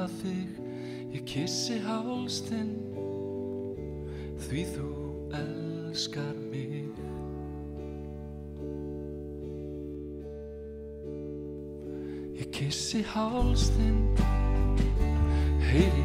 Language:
Icelandic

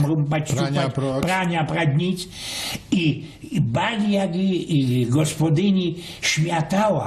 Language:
Silesian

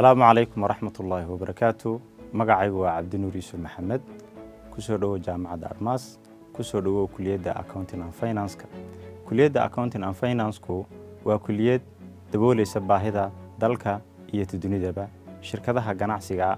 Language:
Somali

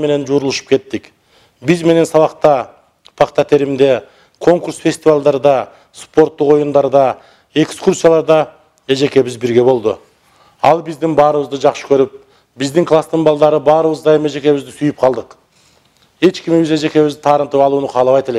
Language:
Kyrgyz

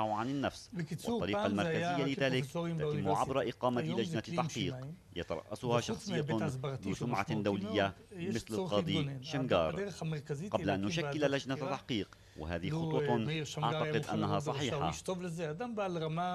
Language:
Arabic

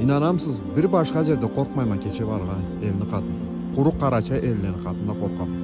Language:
Karachay-Balkar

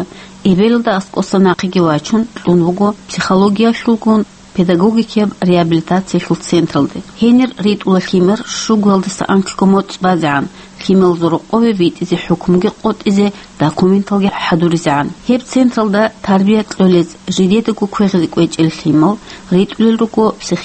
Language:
Avaric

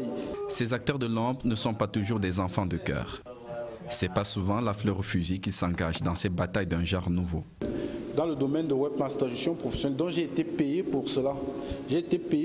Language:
French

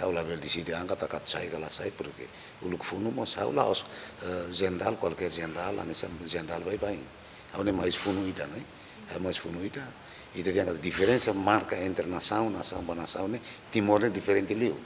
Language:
Tetum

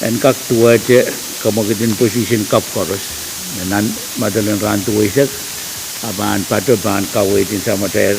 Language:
Pohnpeian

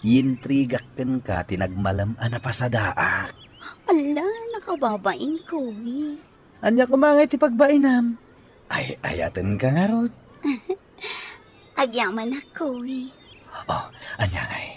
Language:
Iloko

